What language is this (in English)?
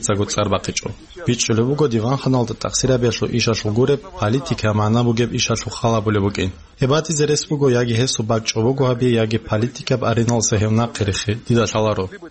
Avaric